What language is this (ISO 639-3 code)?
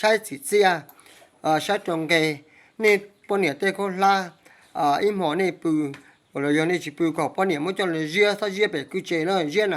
hmn